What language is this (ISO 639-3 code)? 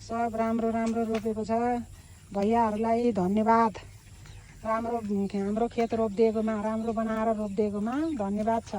nep